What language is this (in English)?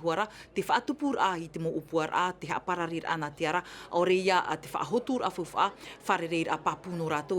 Tahitian